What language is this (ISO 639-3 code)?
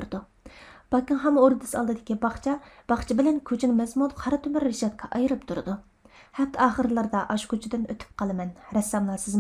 uig